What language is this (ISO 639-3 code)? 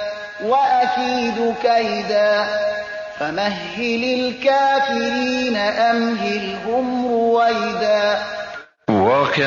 fas